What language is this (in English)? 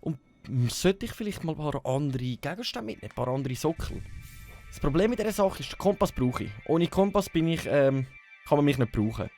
Swiss German